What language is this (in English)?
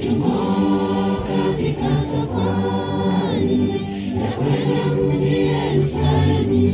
Gusii